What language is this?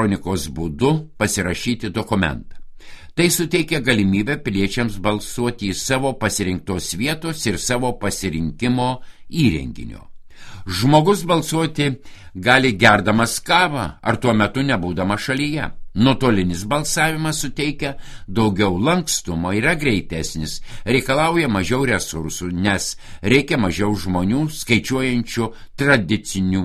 Lithuanian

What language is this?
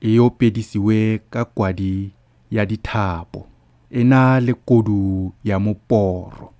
Tswana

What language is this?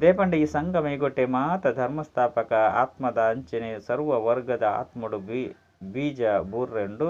Tulu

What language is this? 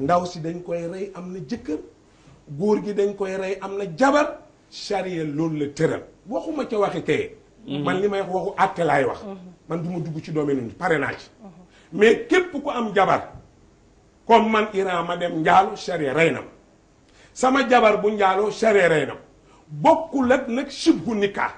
Wolof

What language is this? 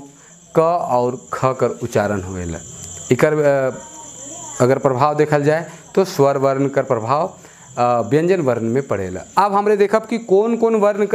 Sadri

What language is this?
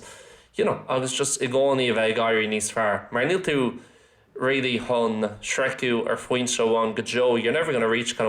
Irish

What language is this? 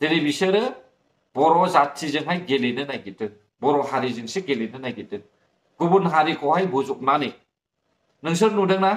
Bodo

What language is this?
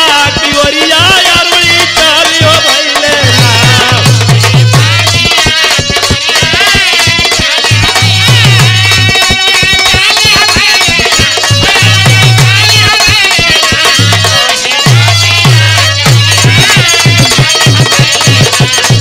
Bhojpuri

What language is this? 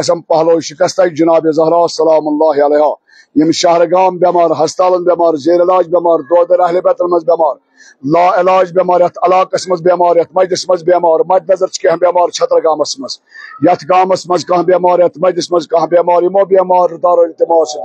Kashmiri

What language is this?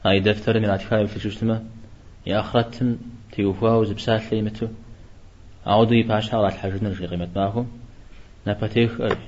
Kabardian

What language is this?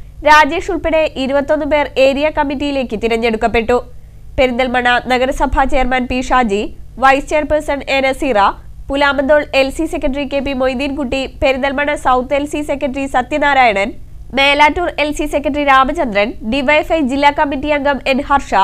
Malayalam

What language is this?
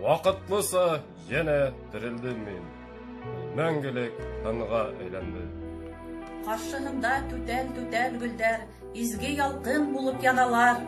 Bashkir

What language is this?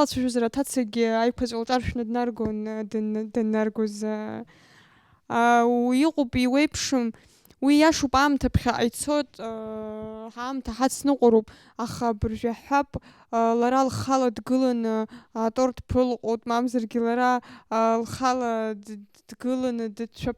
Abkhazian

